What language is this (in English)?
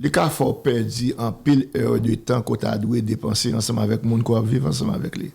Haitian Creole